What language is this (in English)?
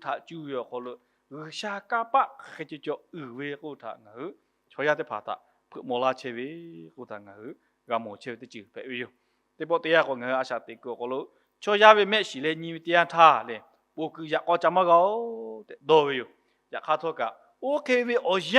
Lahu